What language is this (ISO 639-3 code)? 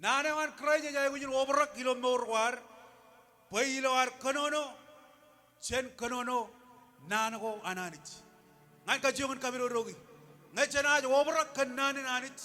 mah